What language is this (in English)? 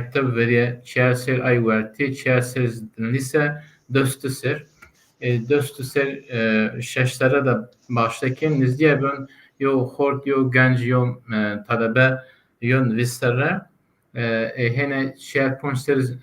Zaza